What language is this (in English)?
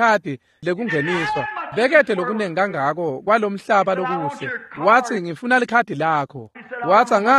Swati